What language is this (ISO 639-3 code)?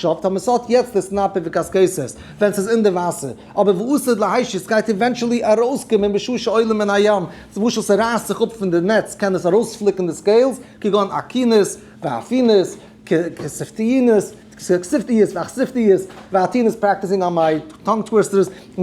yid